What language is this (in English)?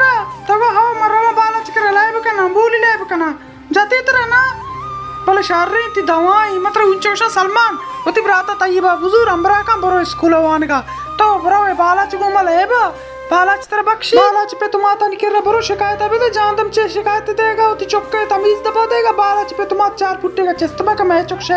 Baluchi